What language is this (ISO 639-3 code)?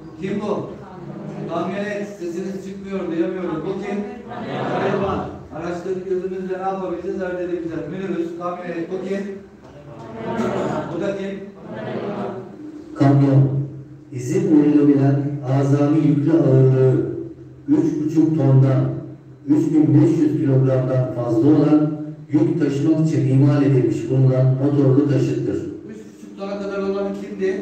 tur